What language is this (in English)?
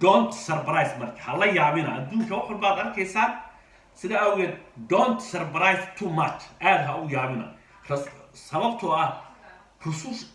Somali